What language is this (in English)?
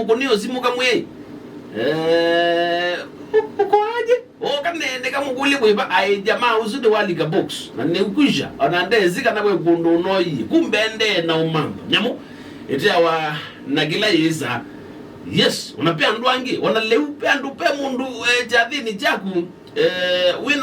Kamba